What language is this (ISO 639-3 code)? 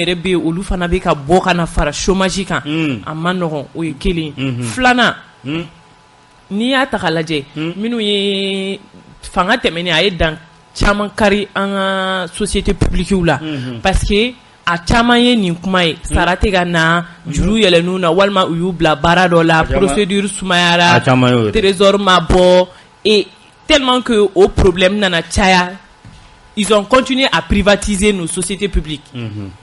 bam